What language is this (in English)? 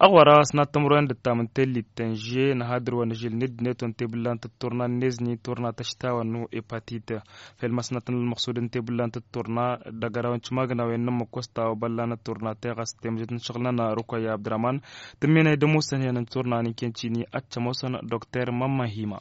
Tamasheq